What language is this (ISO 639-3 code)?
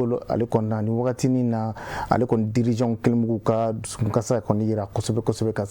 bam